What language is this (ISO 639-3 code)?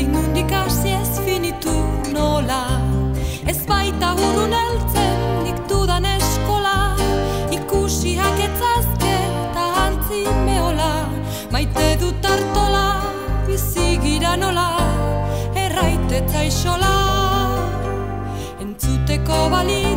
eus